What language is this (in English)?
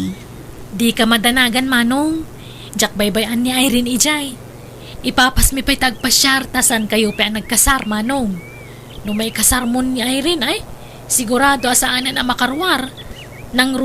Iloko